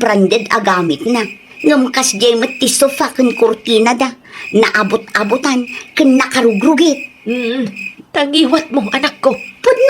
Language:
Iloko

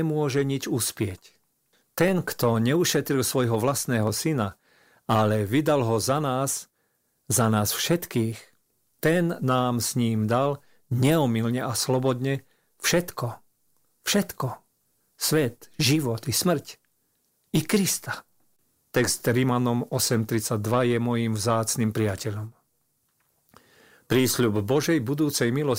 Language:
Slovak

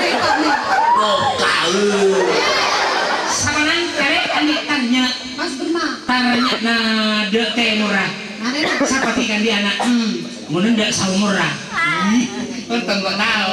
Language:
Madurese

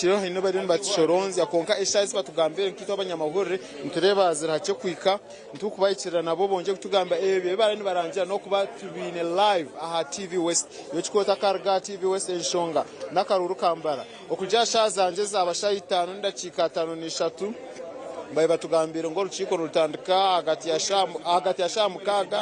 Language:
Nyankole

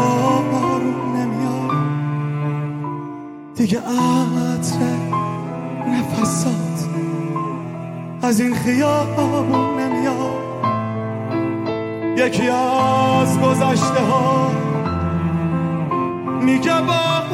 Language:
Persian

